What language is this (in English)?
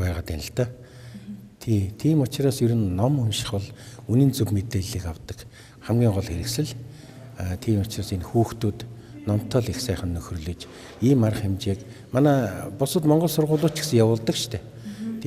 Mongolian